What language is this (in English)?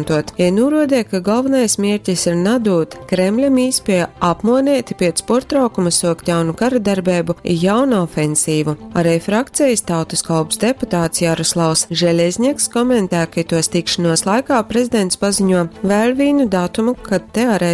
Latgalian